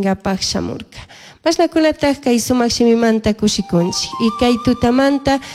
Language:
Chimborazo Highland Quichua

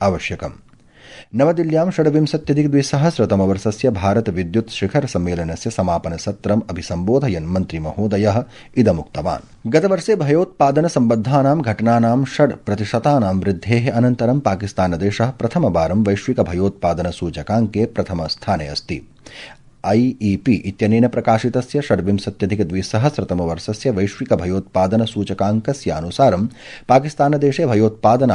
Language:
Sanskrit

